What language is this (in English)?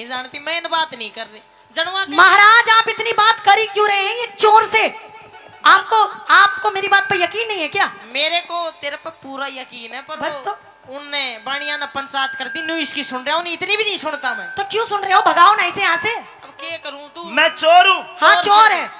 Haryanvi